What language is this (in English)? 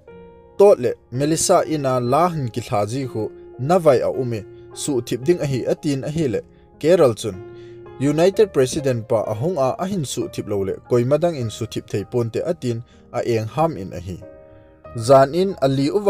Thado Chin